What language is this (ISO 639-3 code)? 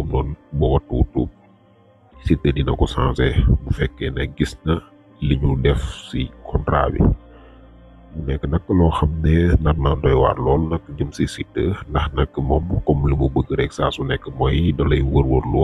wol